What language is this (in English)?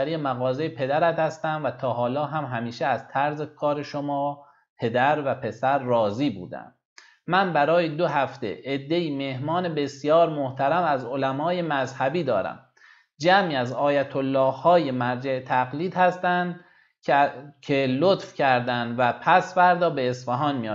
Persian